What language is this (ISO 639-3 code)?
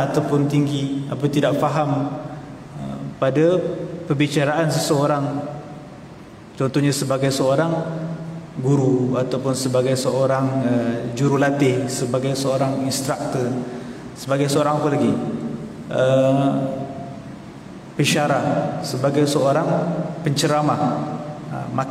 msa